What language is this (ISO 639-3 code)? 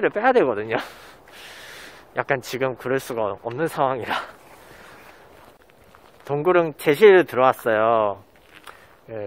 kor